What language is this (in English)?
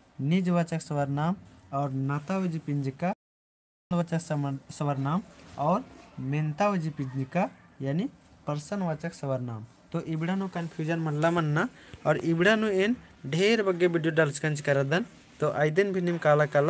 Kurukh